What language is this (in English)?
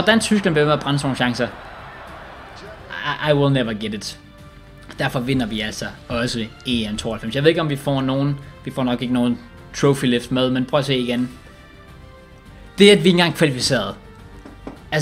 Danish